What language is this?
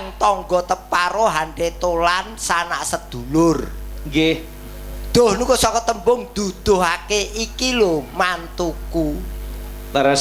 Javanese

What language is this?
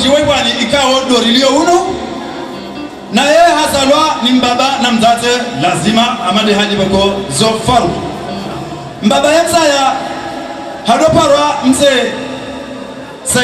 Ngazidja Comorian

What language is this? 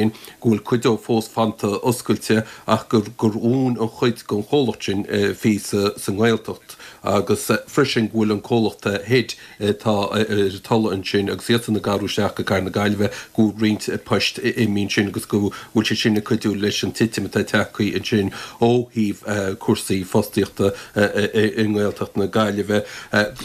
Irish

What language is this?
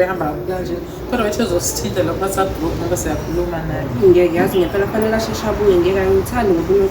Zulu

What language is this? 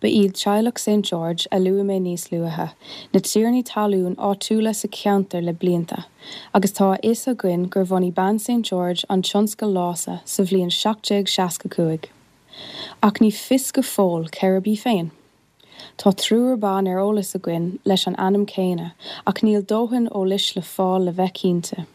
Irish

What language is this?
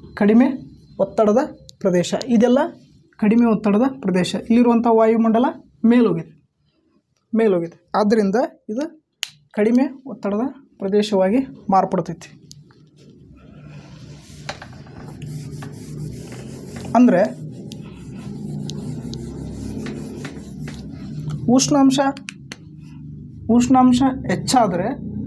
Kannada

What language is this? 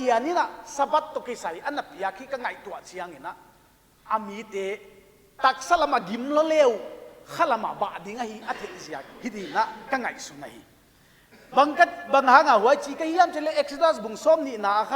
Paite Chin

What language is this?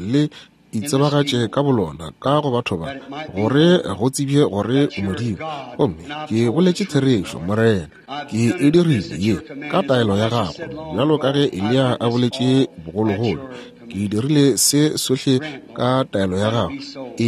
Northern Sotho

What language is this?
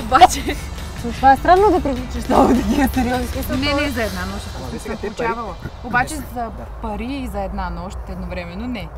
Bulgarian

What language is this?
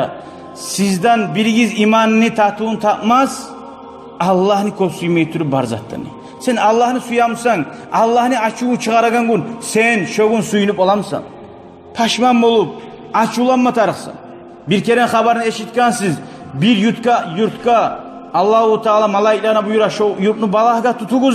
Kumyk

